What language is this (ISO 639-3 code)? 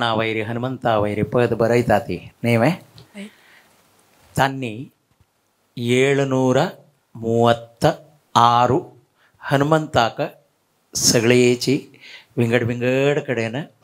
kok